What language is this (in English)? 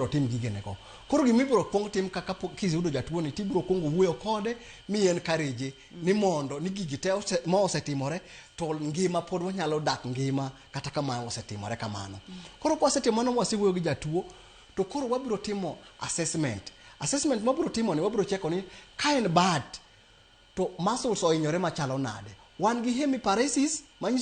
Luo (Kenya and Tanzania)